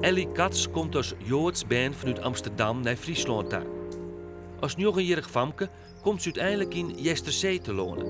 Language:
Western Frisian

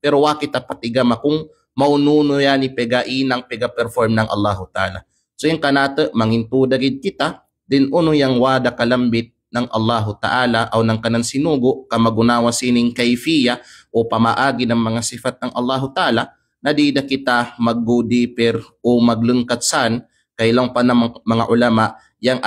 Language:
Kalagan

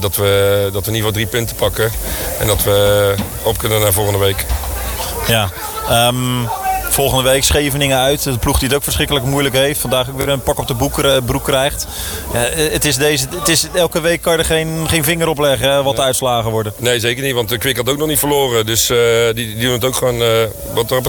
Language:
Dutch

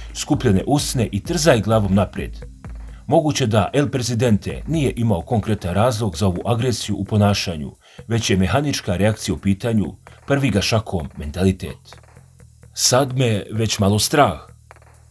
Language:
Croatian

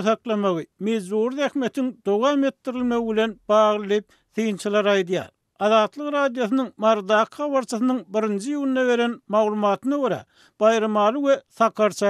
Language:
Turkmen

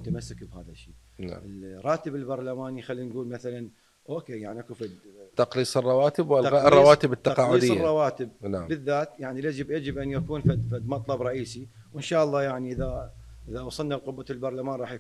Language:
Mesopotamian Arabic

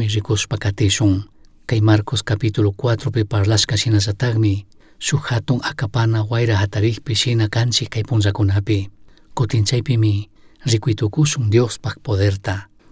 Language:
Chimborazo Highland Quichua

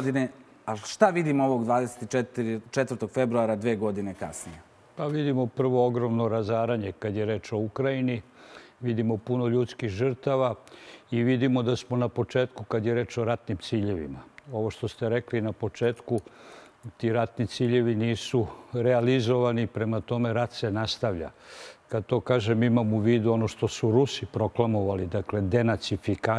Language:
Serbian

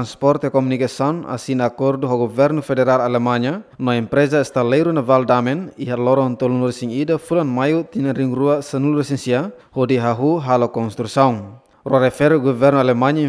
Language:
Tetum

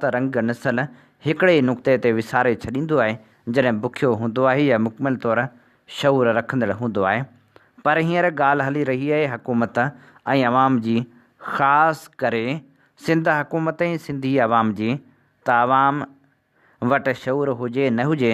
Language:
Sindhi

